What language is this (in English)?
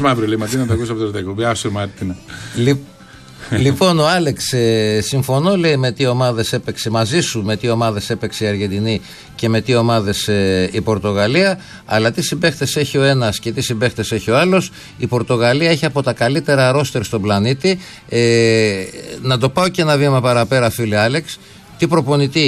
Greek